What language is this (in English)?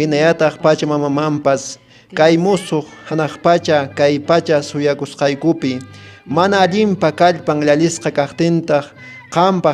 Quechua